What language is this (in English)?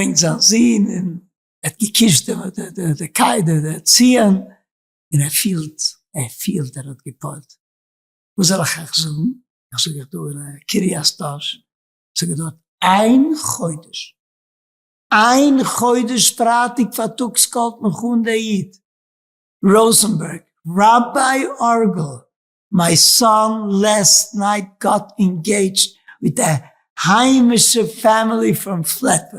Yiddish